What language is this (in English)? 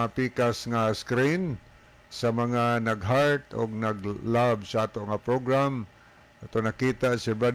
Cebuano